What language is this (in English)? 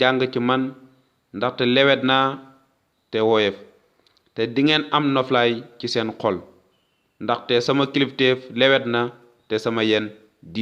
Wolof